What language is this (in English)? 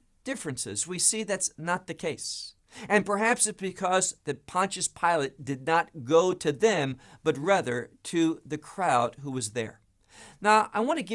English